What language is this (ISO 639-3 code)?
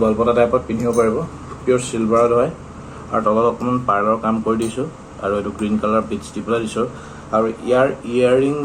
asm